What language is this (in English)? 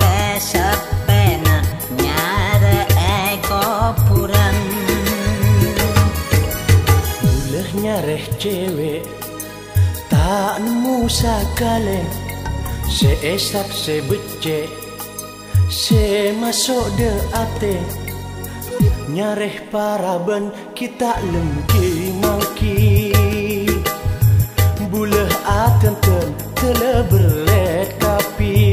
Madurese